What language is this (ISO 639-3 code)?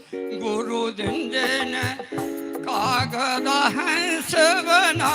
doi